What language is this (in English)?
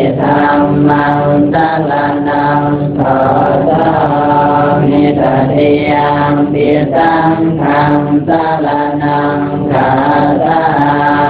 Pali